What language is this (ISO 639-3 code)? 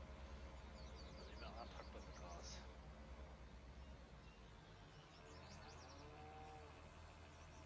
deu